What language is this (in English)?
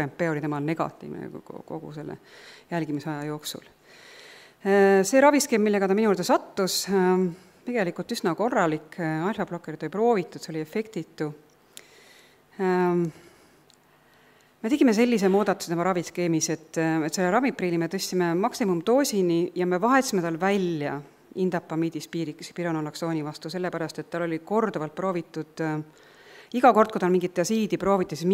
Estonian